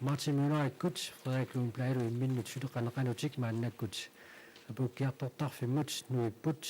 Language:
Kalaallisut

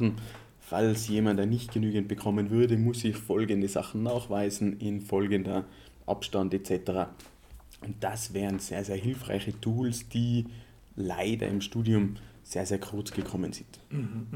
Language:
German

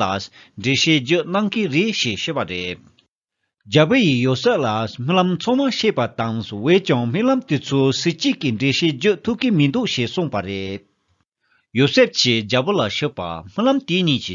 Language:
Tibetan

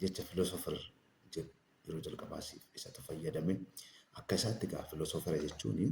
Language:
Oromo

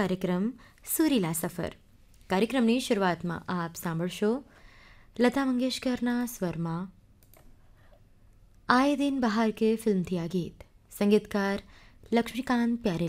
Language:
Gujarati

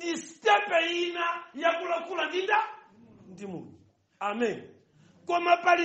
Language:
Nyanja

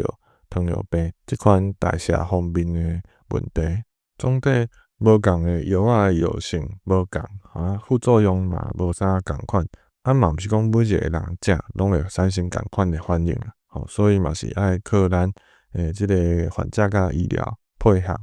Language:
Min Nan Chinese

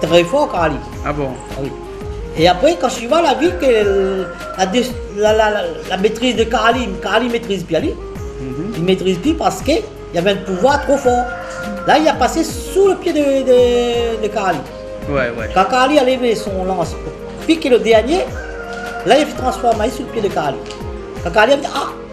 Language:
Réunion Creole French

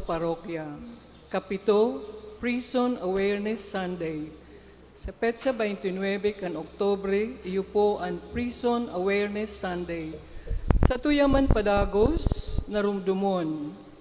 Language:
Bikol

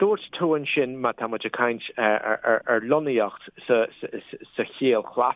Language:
Irish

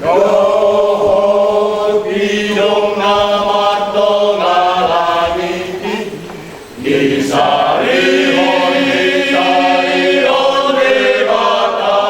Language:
Batak Toba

